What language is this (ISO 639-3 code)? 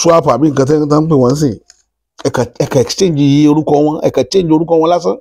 yor